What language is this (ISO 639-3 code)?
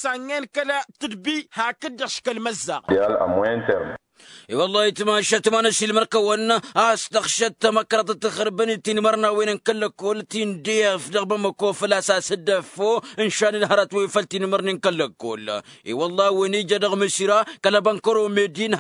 taq